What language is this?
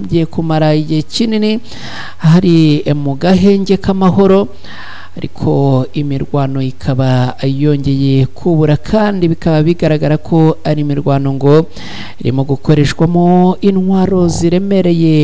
Kinyarwanda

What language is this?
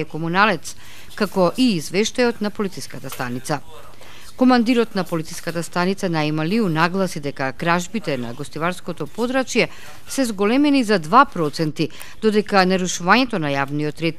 Macedonian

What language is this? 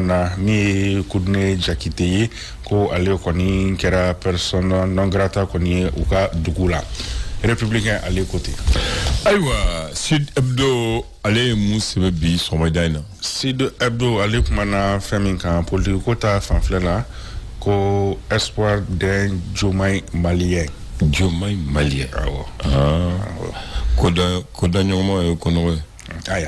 Bambara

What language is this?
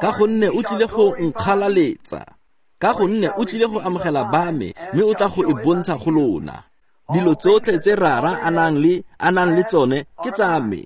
Tswana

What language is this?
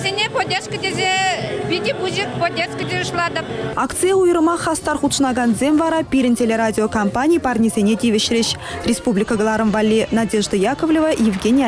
Chuvash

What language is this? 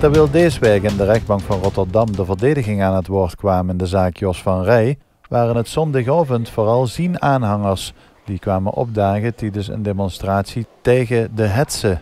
Limburgish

